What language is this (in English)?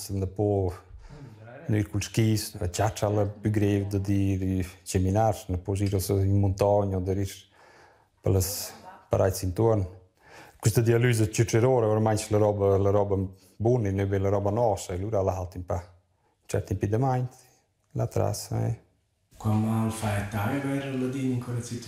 Romansh